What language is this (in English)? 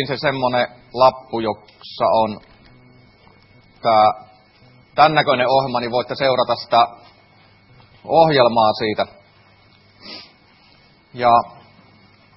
Finnish